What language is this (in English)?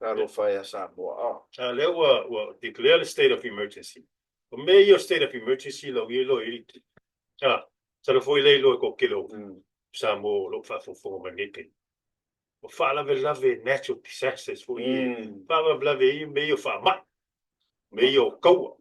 Samoan